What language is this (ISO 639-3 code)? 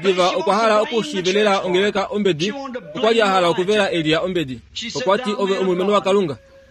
kua